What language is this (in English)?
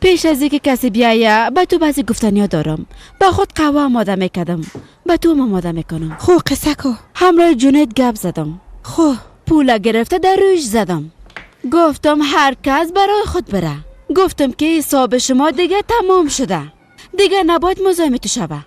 Persian